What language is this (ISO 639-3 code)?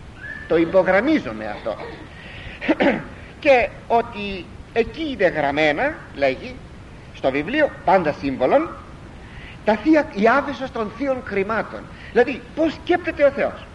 ell